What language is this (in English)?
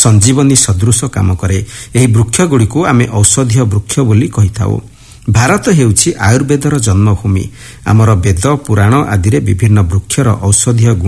Odia